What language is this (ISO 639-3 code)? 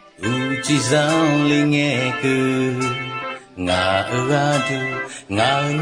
ahk